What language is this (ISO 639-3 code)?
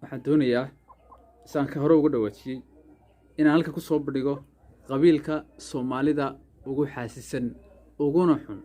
som